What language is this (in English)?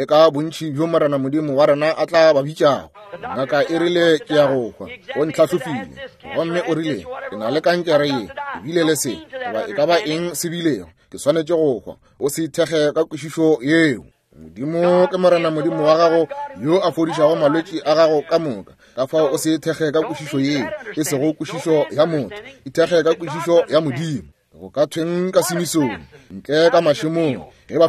Northern Sotho